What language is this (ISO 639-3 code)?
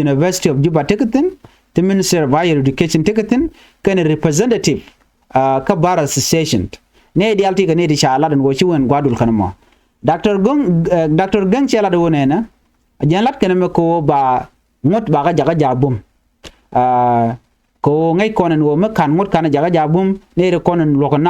nus